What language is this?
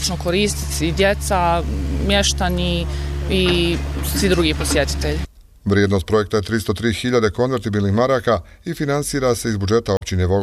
Bosnian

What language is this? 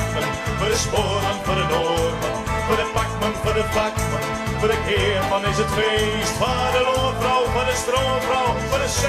Western Frisian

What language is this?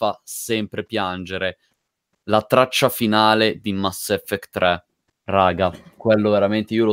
Italian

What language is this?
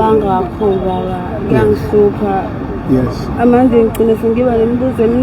Zulu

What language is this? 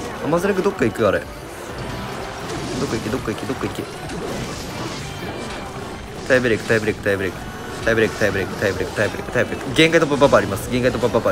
Japanese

